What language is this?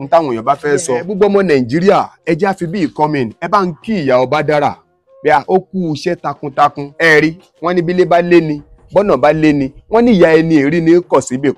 Yoruba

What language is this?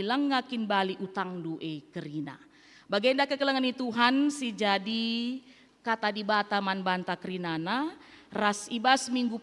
Batak Karo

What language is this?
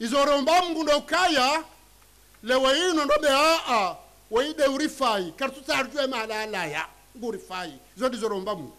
Ngazidja Comorian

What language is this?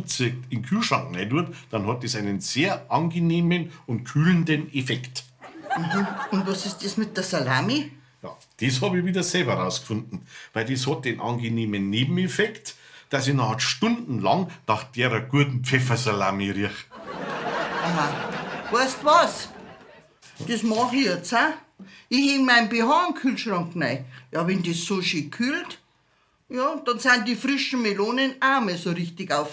Bavarian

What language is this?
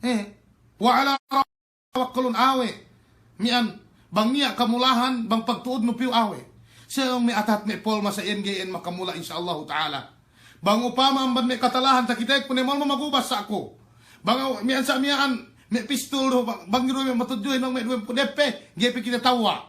Yakan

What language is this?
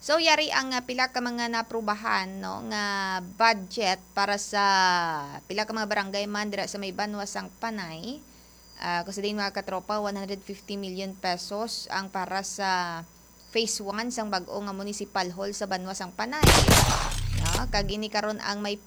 Hiligaynon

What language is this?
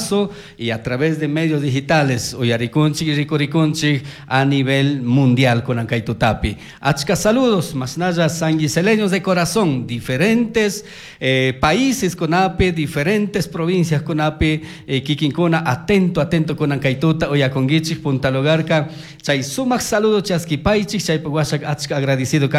Chimborazo Highland Quichua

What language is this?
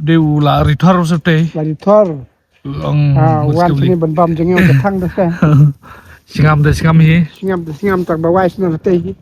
Khasi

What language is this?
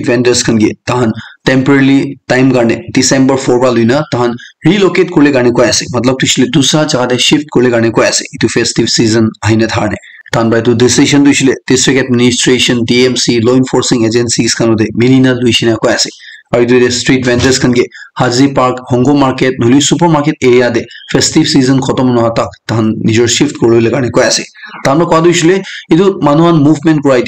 Naga Pidgin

